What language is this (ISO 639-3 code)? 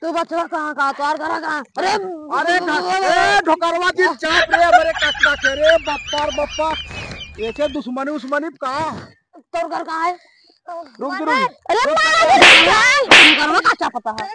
awa